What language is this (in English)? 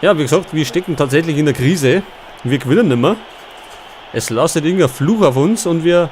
Bavarian